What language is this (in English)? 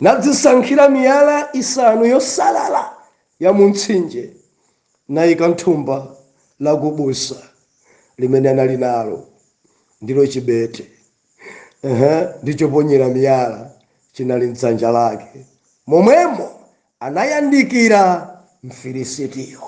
Nyanja